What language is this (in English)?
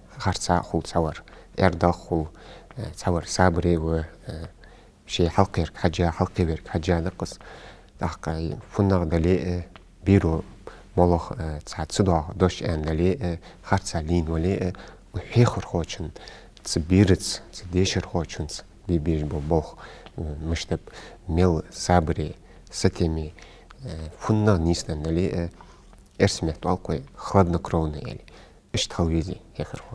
Ingush